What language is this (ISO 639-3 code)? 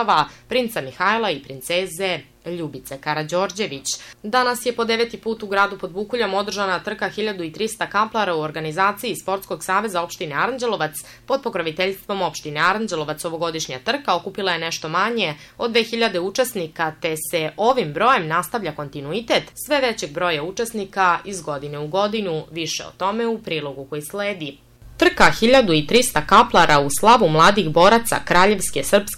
srp